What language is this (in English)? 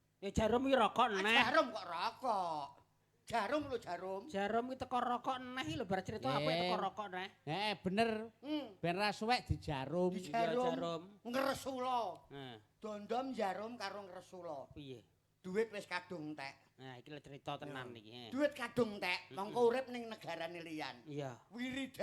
Javanese